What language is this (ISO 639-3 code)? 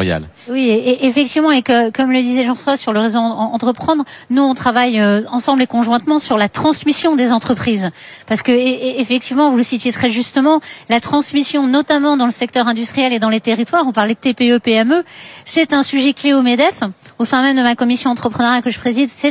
fra